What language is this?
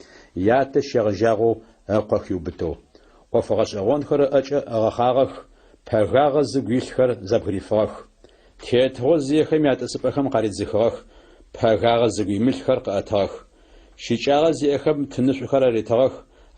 Adyghe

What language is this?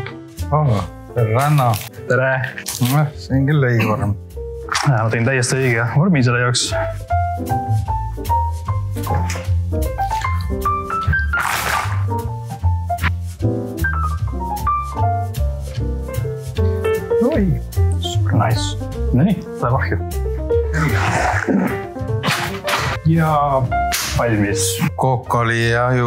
Estonian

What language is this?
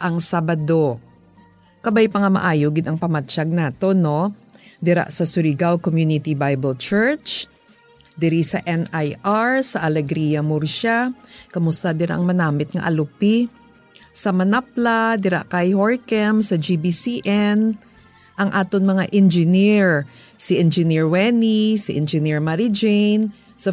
Hiligaynon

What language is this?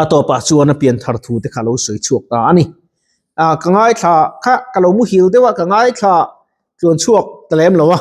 Mizo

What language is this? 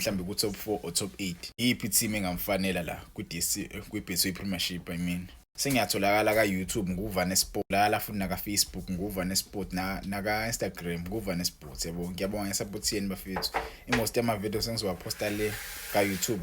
Zulu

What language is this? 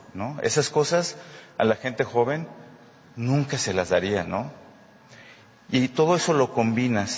Spanish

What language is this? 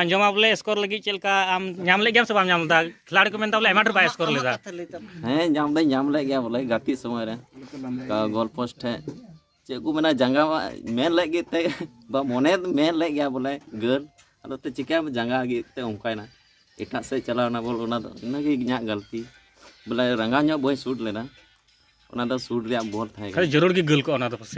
Santali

